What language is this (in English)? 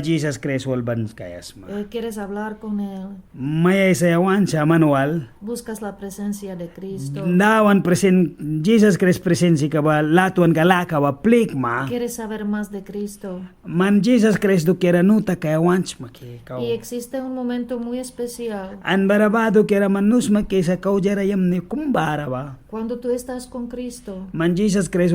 Mískito